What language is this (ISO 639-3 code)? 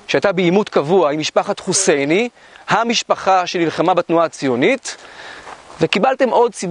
heb